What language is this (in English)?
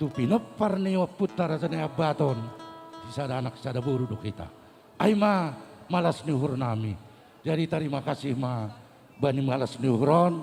Batak Simalungun